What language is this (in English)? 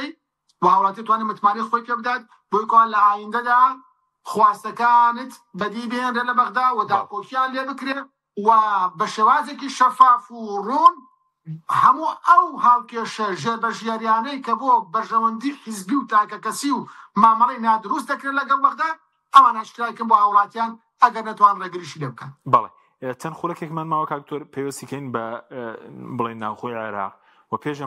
Central Kurdish